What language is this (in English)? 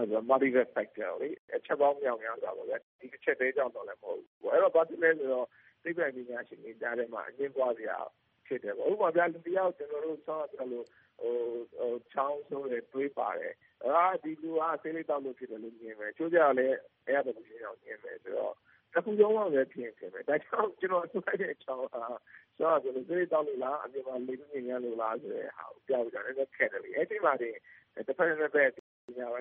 Burmese